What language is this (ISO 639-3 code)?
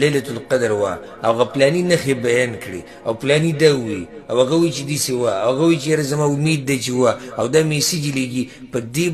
pus